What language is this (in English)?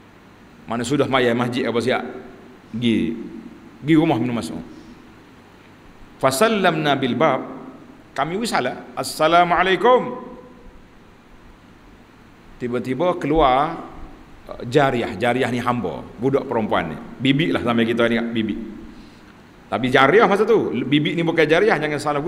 Malay